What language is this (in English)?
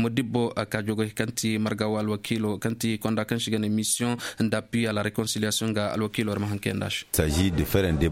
Koyraboro Senni